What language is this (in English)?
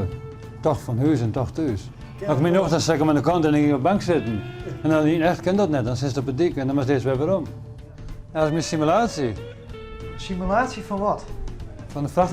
Western Frisian